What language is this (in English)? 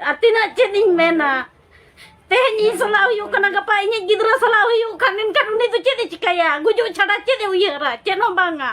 Santali